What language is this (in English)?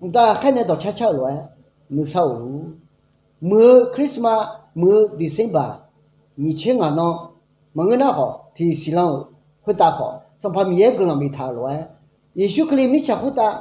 Akha